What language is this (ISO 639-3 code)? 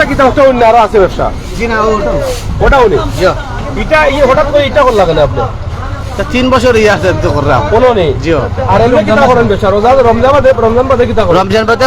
syl